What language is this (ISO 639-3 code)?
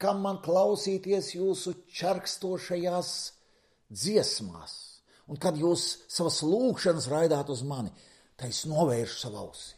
lav